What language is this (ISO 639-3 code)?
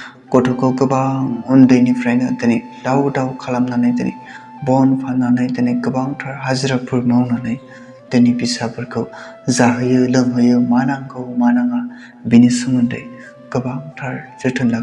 brx